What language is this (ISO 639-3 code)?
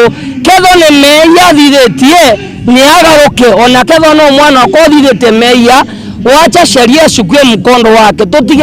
mer